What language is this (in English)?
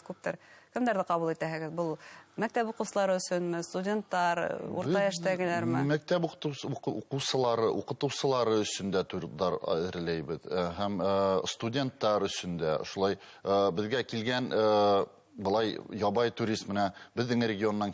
Bashkir